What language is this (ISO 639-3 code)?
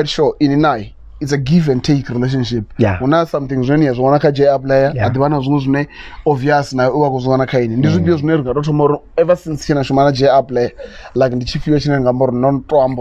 ven